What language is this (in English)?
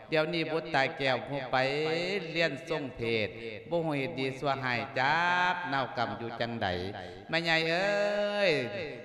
Lao